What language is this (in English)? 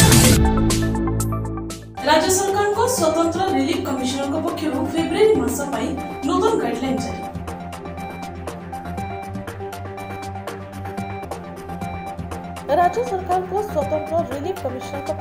Odia